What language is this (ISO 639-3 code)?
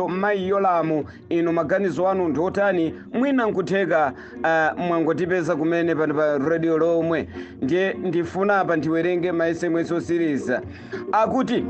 nya